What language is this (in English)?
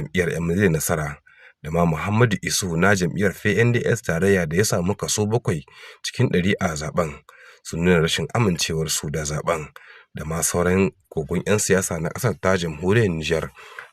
Hausa